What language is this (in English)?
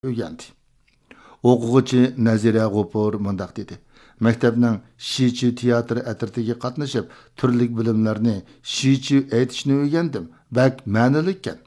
Uyghur